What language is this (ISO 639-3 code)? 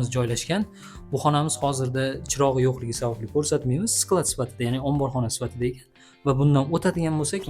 uzb